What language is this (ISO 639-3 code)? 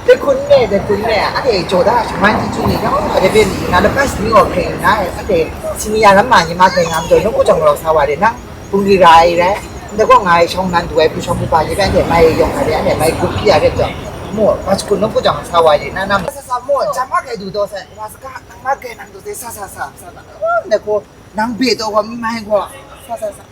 kac